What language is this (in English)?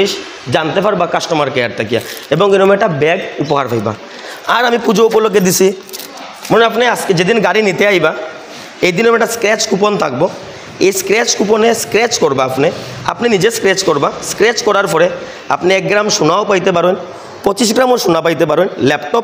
Sylheti